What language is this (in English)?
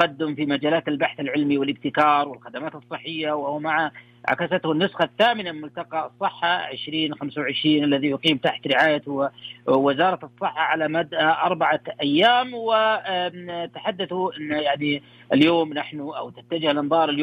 Arabic